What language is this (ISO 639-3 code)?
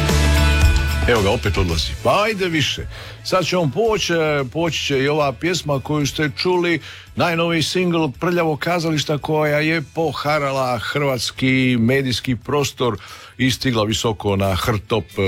hrv